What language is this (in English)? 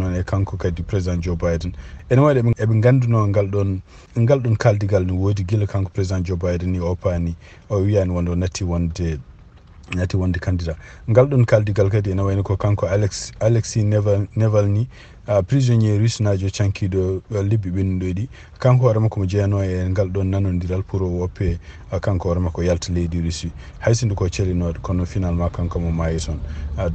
Fula